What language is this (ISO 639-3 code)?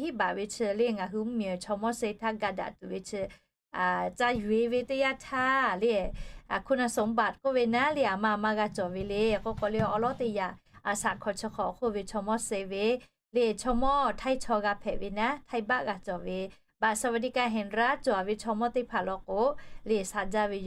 lhu